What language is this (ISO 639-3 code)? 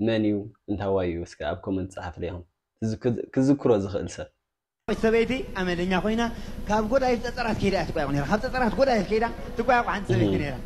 tir